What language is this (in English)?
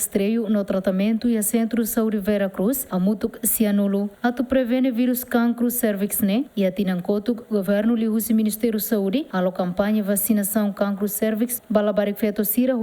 Tetum